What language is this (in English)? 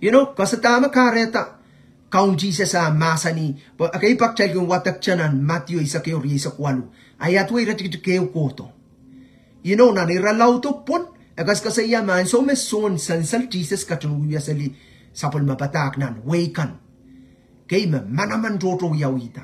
Pohnpeian